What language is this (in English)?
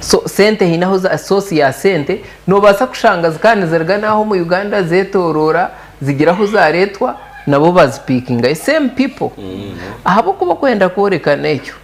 Nyankole